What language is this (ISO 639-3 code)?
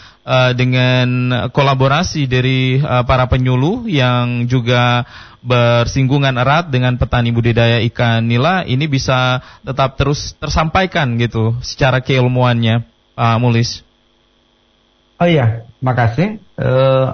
ind